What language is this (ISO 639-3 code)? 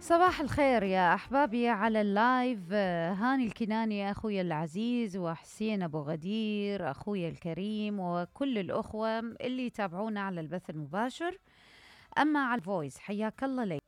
acm